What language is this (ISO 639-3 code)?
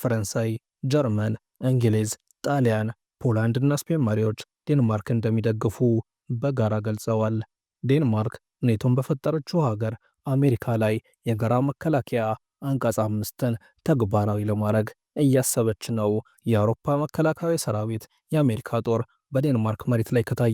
amh